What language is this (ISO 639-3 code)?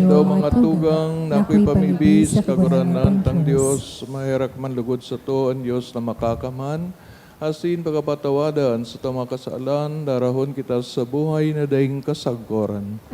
bik